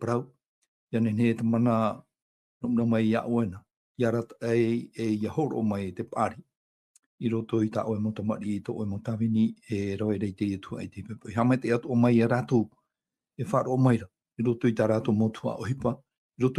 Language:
Tahitian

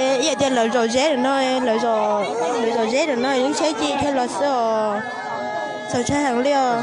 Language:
Hmong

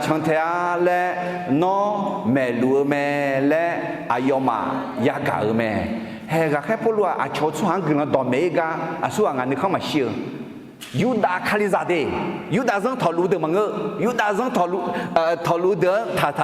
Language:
Akha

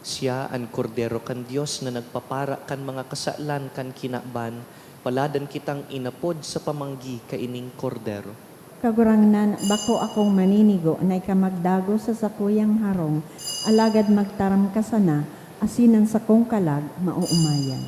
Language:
Bikol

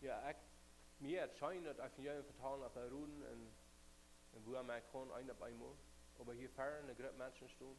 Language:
Plautdietsch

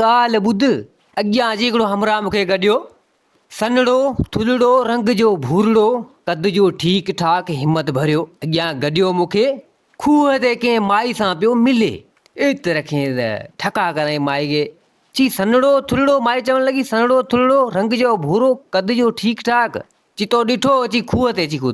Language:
Sindhi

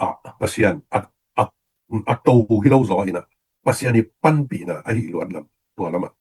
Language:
Tedim Chin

